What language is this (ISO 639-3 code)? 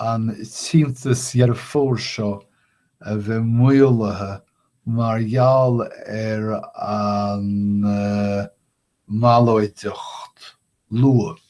gle